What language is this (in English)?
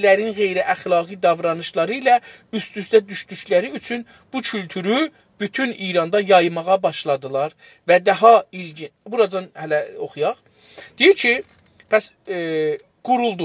South Azerbaijani